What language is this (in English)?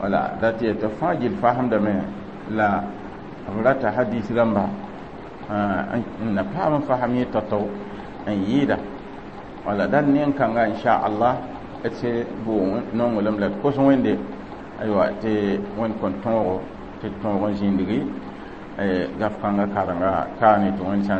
Mossi